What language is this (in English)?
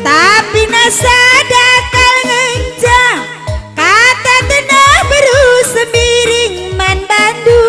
Batak Karo